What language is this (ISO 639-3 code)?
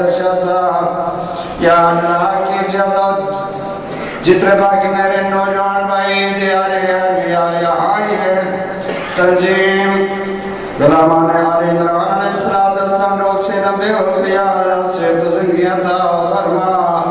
urd